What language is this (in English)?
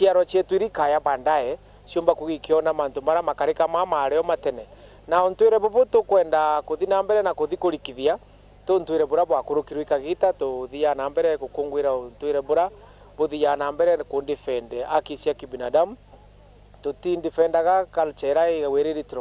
Meru